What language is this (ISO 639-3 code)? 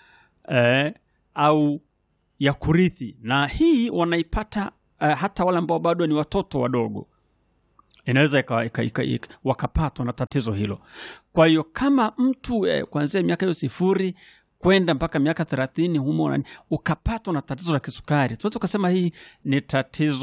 swa